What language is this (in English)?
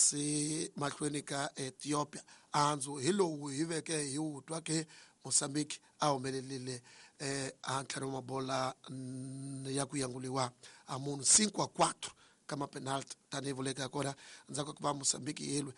Tsonga